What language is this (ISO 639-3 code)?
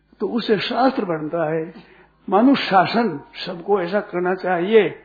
hin